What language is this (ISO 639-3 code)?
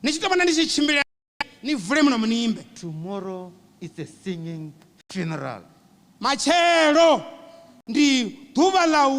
ven